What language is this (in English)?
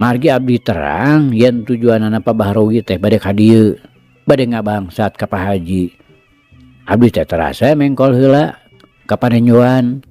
Sundanese